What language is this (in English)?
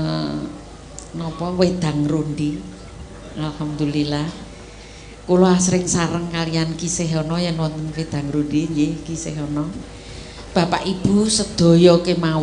Javanese